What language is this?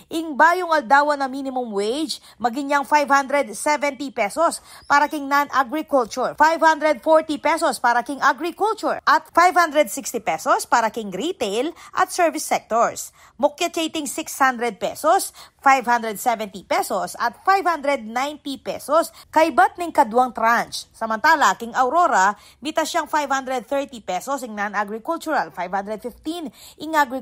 Pampanga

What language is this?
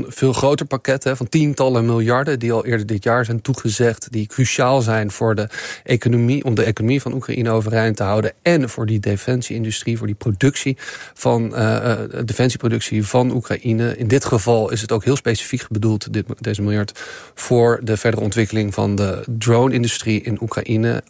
Dutch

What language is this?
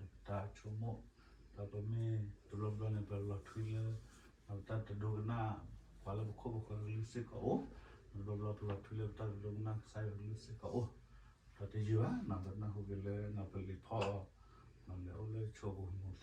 S'gaw Karen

